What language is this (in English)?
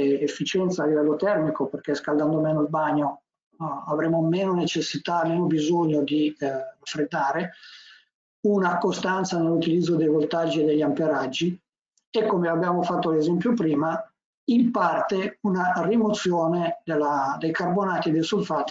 Italian